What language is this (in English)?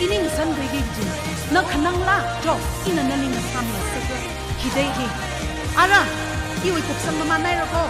Tangkhul Naga (India)